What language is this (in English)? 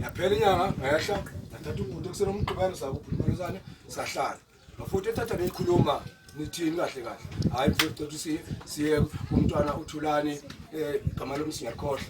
Zulu